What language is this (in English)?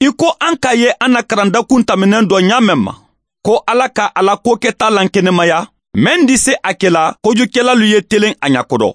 Mandingo